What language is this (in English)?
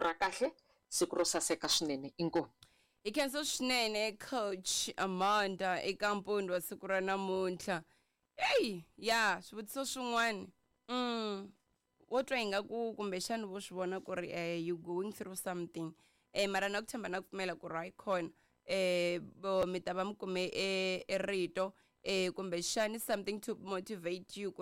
Tsonga